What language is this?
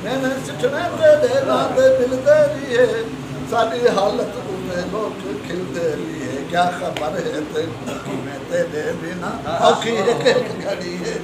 Saraiki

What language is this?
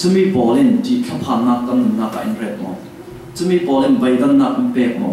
Falam Chin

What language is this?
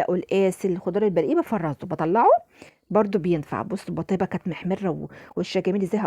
Egyptian Arabic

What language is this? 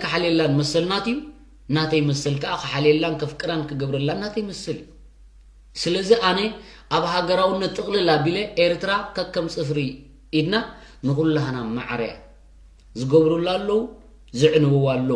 Tigrinya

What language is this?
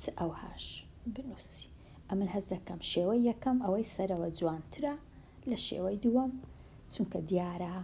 Central Kurdish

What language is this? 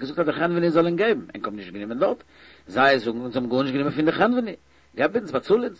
Yiddish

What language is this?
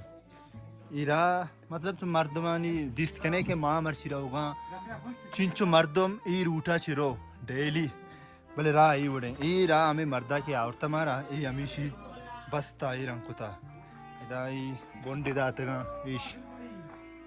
Baluchi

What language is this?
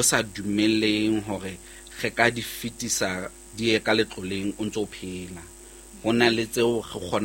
Southern Sotho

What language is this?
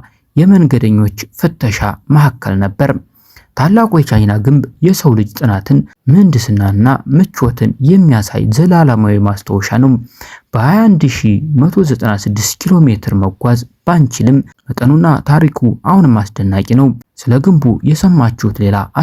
Amharic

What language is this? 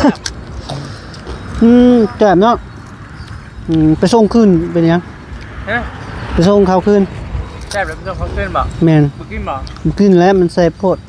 Lao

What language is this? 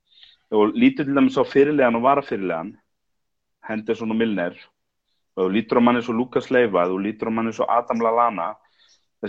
Icelandic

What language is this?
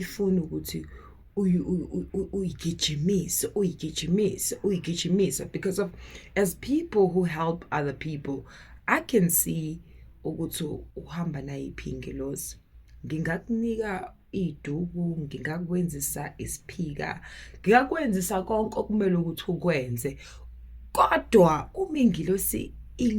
Zulu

